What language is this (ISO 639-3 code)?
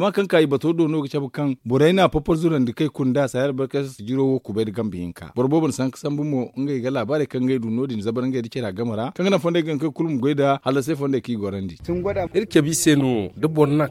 dje